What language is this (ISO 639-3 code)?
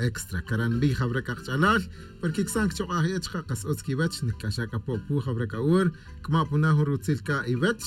tzj